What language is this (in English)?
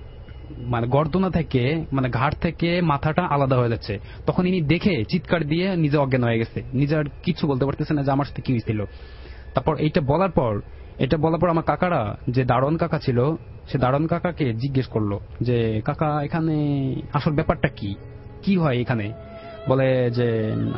Bangla